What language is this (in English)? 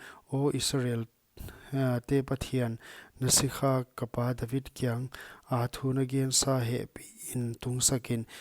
Paite Chin